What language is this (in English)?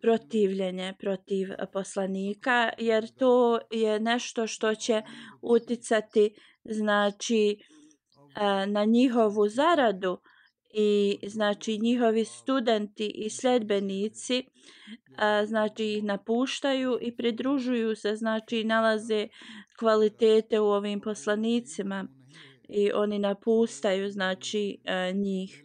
Bosnian